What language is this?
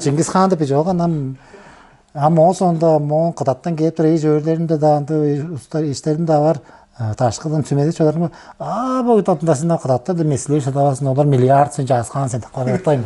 Tuvinian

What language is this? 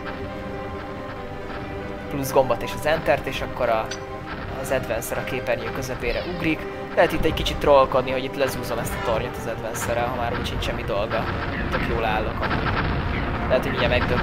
Hungarian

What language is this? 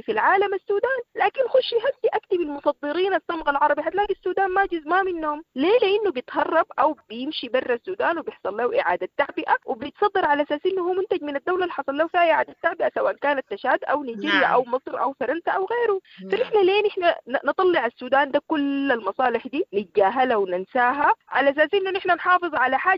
Sudanese Arabic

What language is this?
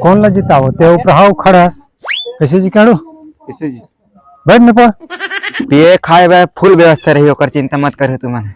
Chhattisgarhi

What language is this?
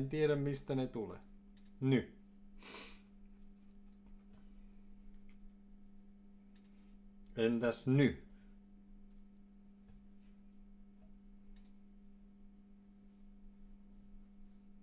Finnish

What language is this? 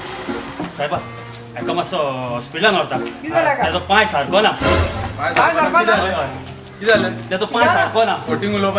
Konkani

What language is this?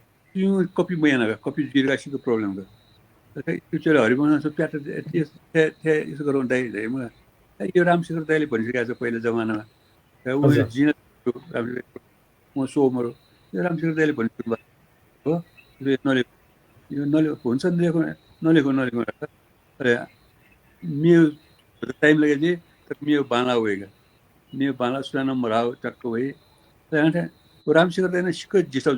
Newari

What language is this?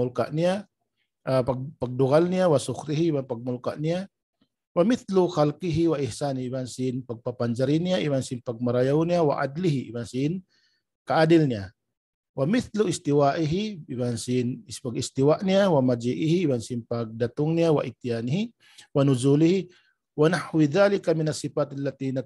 Tausug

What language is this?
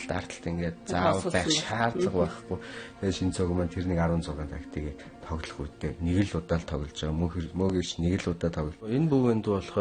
Mongolian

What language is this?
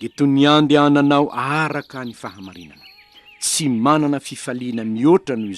Malagasy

